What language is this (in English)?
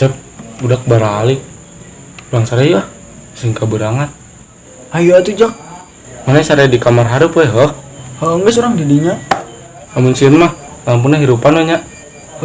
Sundanese